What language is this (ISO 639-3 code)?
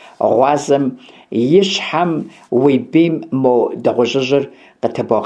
kbd